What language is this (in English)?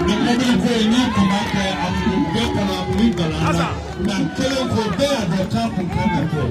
Bambara